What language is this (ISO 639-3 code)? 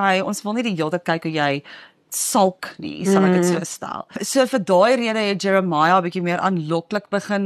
afr